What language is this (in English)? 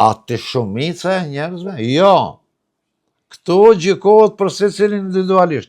Albanian